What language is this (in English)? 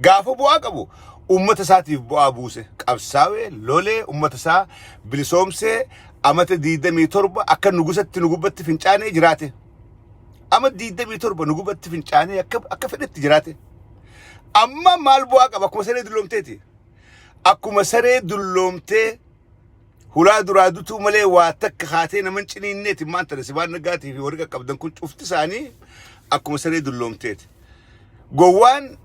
Oromo